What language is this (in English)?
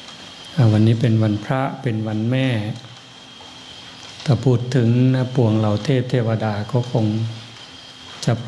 Thai